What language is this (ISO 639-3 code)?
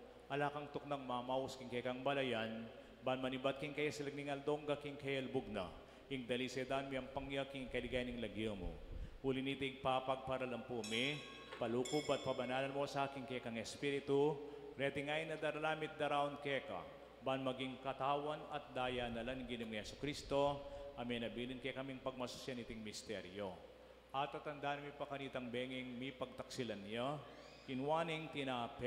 pam